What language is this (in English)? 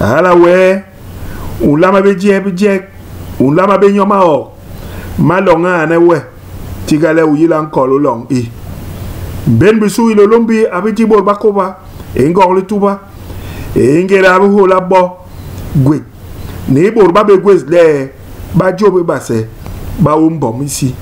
Basaa